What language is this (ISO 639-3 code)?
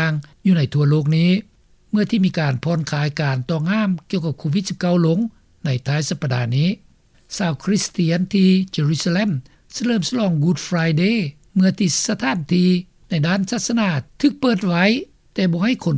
lao